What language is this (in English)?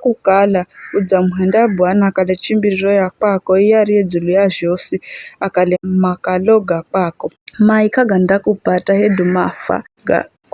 Giryama